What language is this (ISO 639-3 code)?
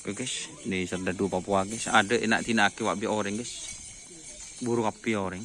mad